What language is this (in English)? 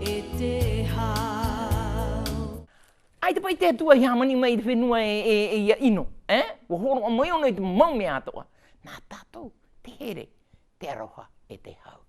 Tahitian